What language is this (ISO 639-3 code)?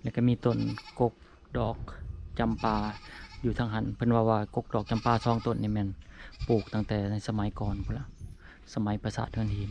lao